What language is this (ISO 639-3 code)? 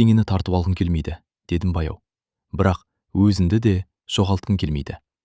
kaz